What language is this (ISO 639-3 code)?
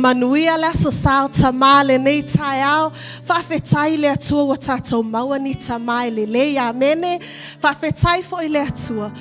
smo